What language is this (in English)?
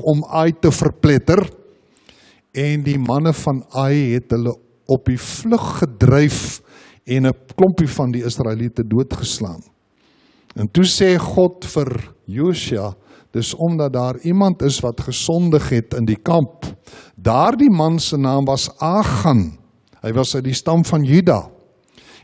Afrikaans